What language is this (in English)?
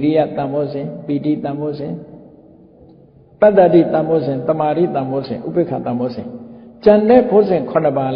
Burmese